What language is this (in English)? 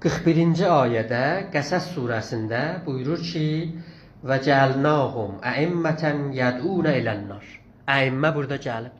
South Azerbaijani